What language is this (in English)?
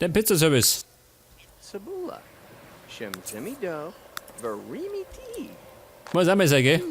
Bavarian